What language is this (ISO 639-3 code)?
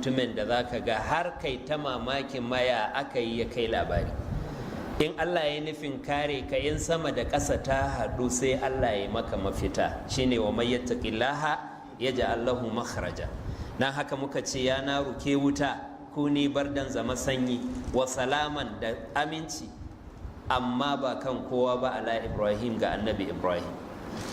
hau